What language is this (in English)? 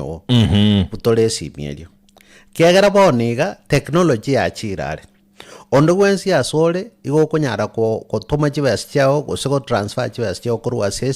Gusii